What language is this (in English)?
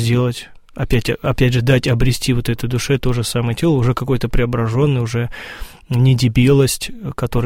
Russian